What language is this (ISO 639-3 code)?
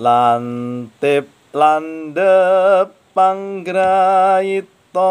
jav